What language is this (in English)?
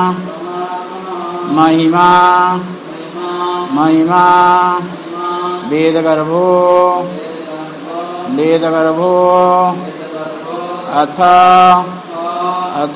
Odia